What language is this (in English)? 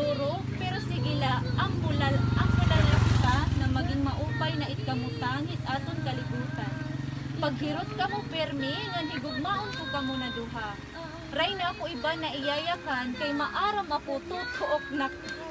Waray